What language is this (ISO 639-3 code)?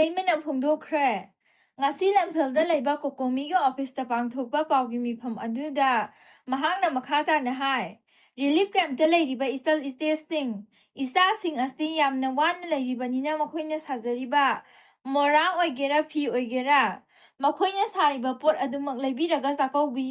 mni